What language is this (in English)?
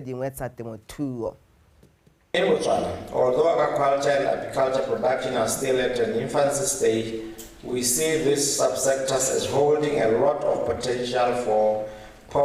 Tswana